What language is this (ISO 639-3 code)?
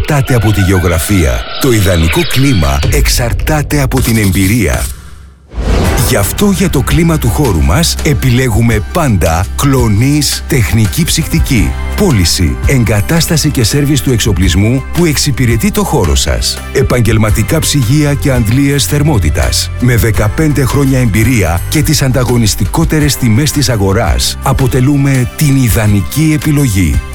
ell